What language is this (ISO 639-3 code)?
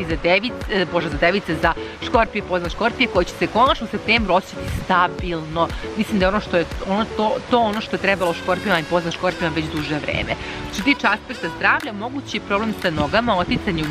srp